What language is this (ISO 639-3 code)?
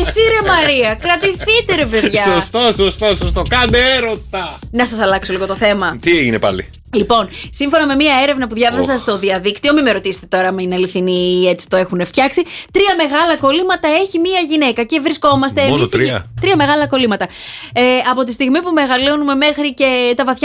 ell